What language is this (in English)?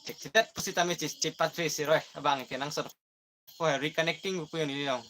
Karbi